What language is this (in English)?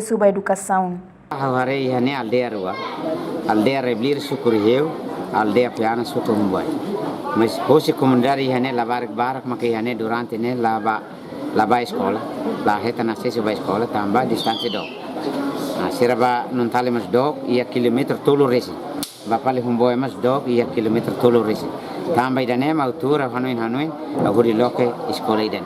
Tetum